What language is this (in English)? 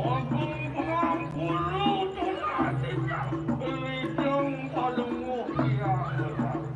Balinese